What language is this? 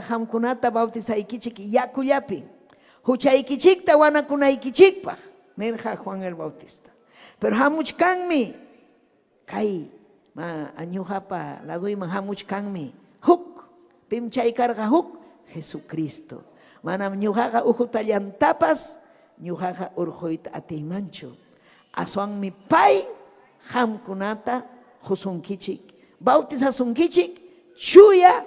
Ayacucho Quechua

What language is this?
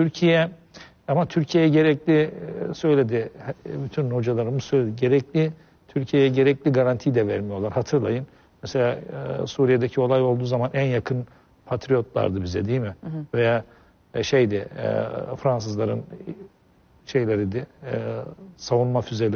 Turkish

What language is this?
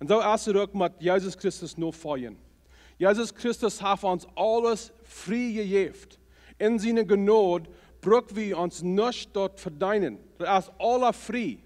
Plautdietsch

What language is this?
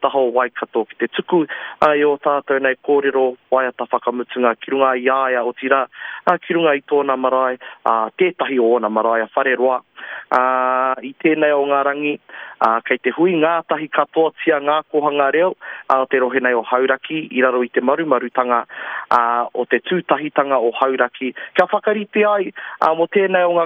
Māori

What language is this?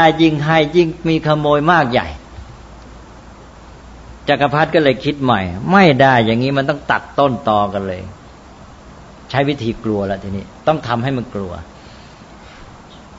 Thai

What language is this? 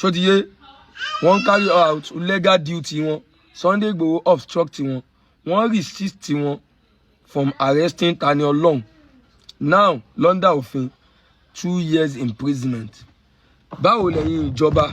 Yoruba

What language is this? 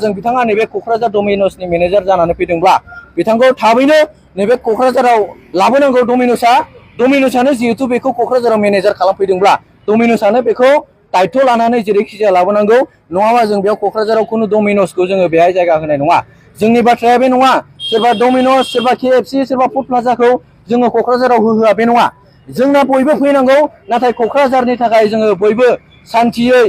Bodo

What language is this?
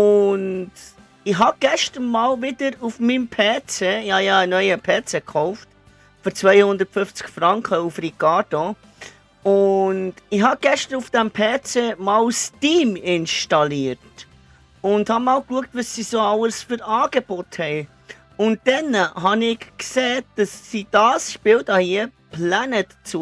Swiss German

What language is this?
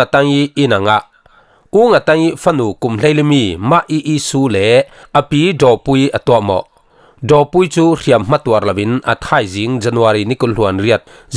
Falam Chin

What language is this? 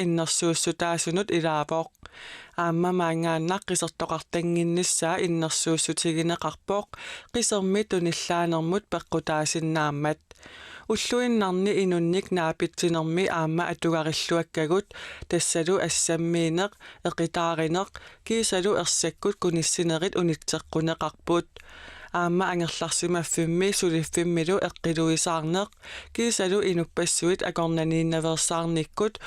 Kalaallisut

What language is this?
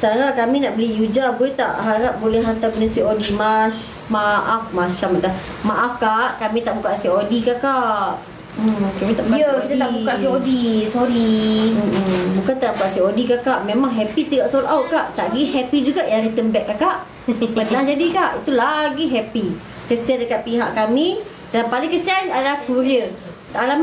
Malay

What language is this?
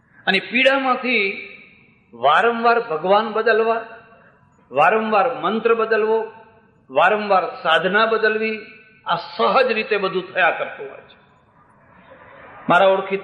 Gujarati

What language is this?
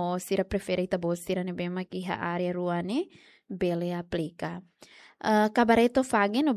Tetum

